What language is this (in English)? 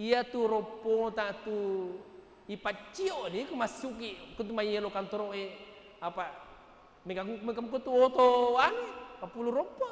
Buginese